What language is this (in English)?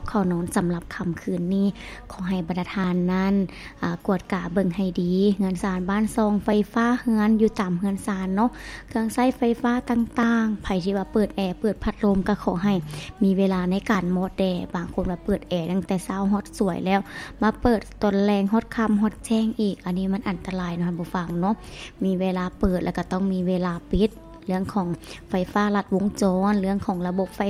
Lao